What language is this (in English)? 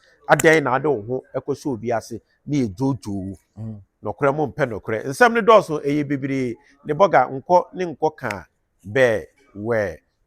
Akan